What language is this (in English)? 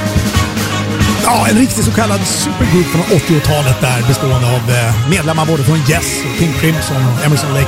Swedish